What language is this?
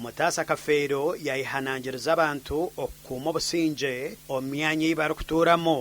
Nyankole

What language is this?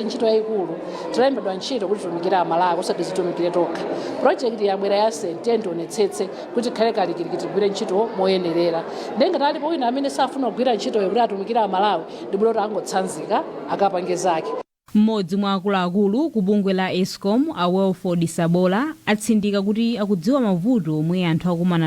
Nyanja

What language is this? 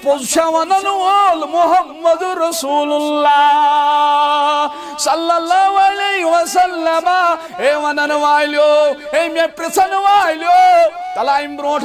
Kashmiri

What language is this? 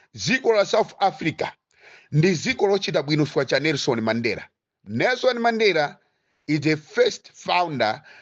Nyanja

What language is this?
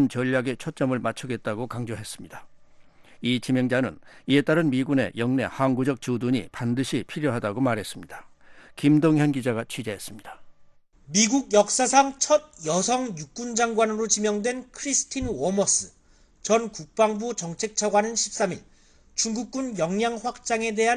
Korean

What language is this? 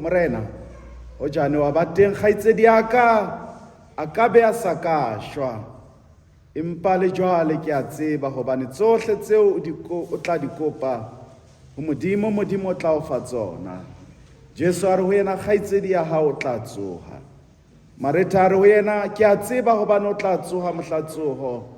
Southern Sotho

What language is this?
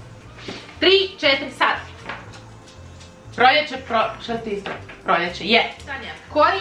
Croatian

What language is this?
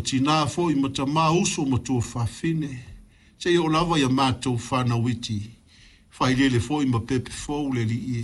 Samoan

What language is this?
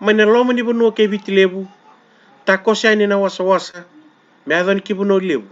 Fijian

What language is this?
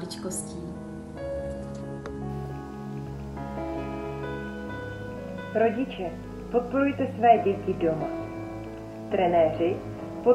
Czech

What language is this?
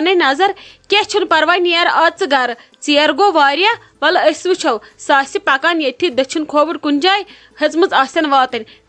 Kashmiri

